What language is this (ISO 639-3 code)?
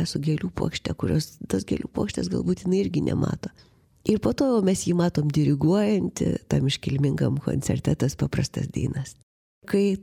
lit